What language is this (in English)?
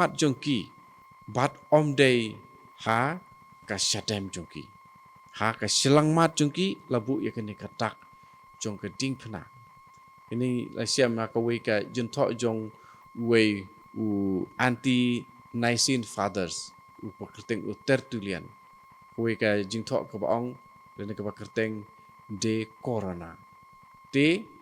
Khasi